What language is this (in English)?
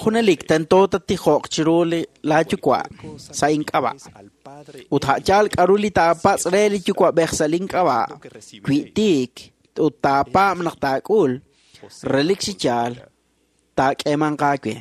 Kekchí